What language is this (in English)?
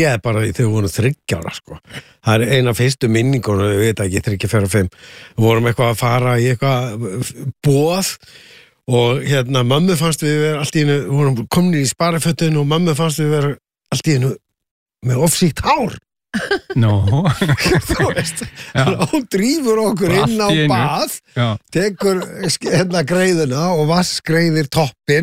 Icelandic